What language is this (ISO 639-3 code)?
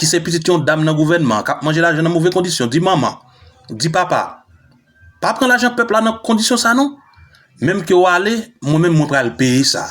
hat